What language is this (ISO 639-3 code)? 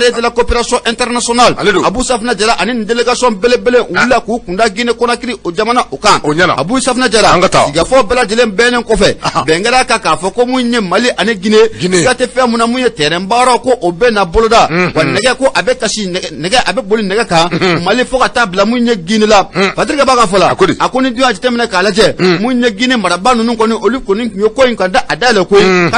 bam